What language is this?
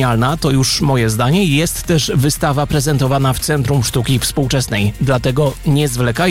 Polish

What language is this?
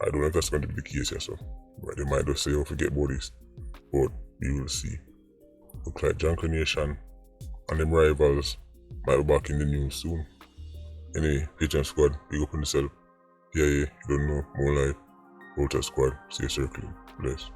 Jamaican Creole English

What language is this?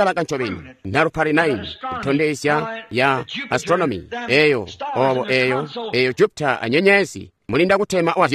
Tonga (Zambia)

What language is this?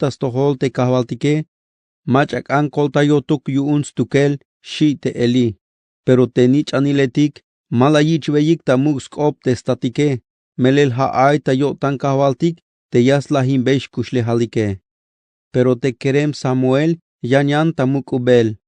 Tzeltal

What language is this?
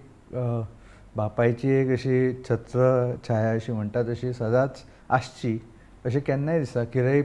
Konkani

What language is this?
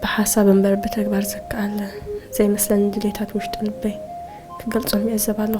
Tigrinya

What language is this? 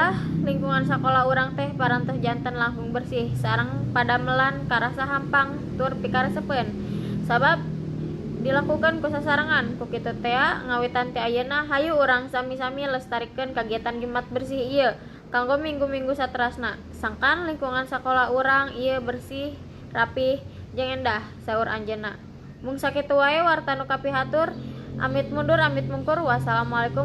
Sundanese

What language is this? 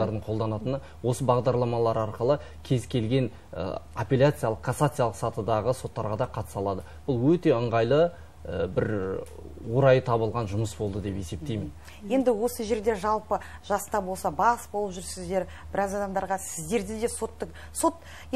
Kazakh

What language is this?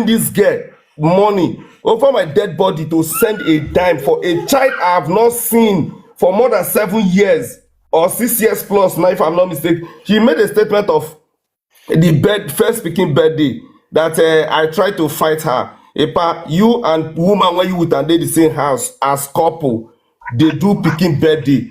Nigerian Pidgin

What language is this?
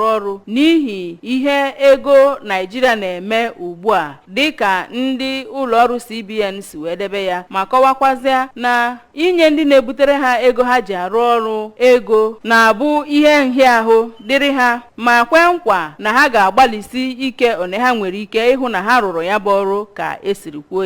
Igbo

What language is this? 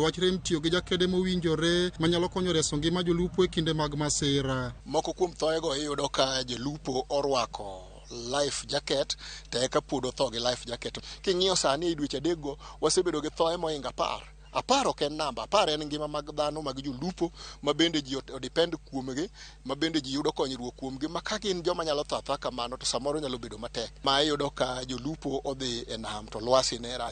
Luo (Kenya and Tanzania)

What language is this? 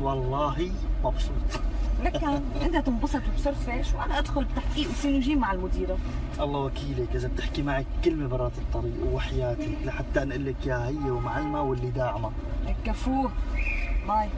North Levantine Arabic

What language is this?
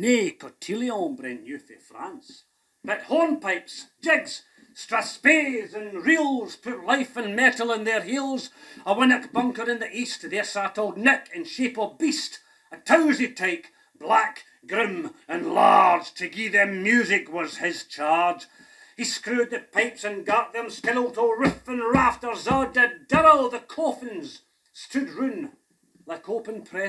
Scots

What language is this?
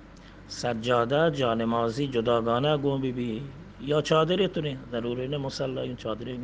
Eastern Balochi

